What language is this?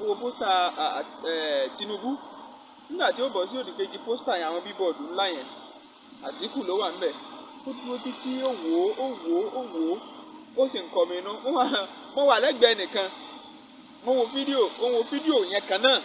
Yoruba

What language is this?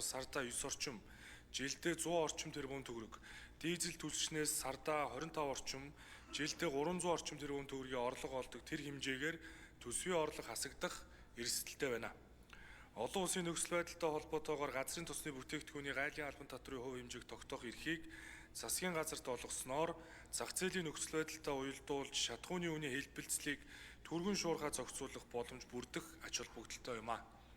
Mongolian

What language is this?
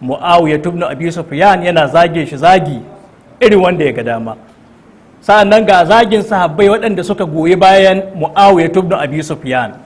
Hausa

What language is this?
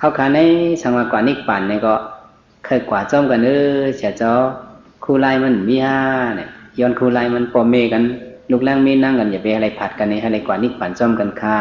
Shan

